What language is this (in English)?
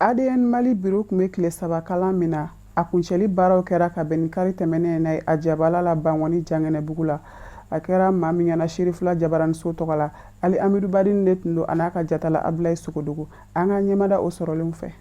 Bambara